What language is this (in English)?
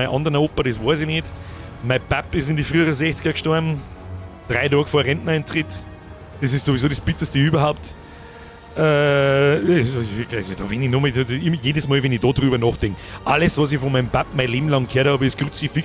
Bavarian